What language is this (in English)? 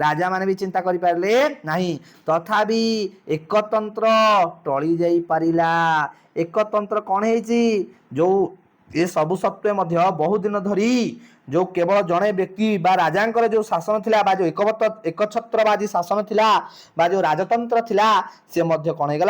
Odia